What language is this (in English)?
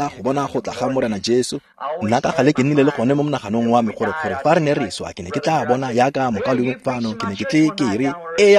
Tswana